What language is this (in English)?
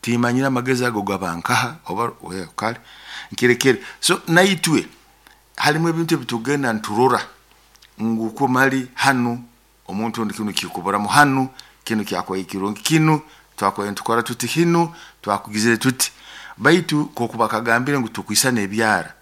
Nyoro